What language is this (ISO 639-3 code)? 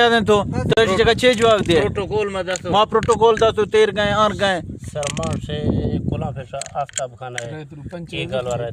bgp